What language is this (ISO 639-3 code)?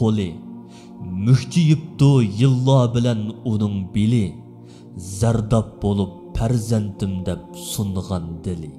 uig